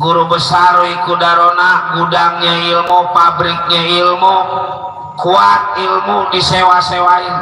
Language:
Betawi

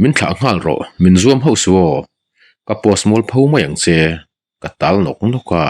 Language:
Mizo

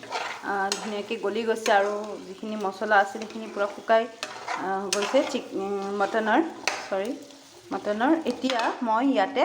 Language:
Assamese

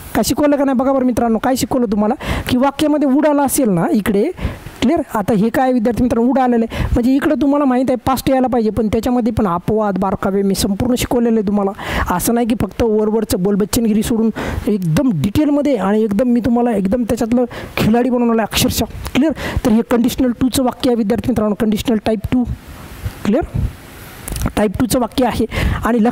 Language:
Marathi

